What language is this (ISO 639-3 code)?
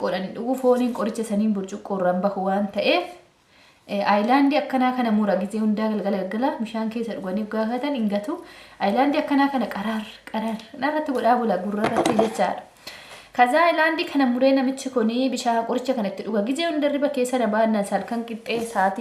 orm